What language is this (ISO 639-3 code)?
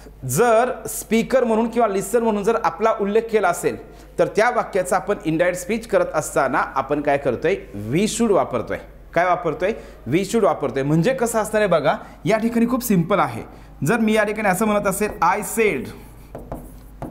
mar